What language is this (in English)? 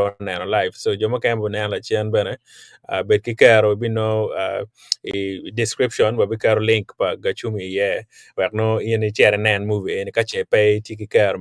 Acoli